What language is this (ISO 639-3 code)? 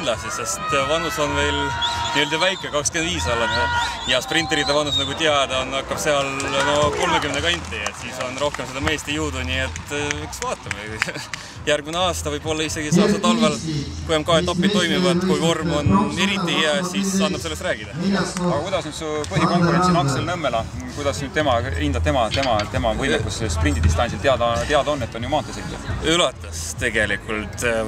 est